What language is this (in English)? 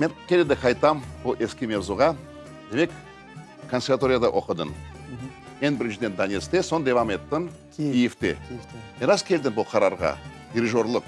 Crimean Tatar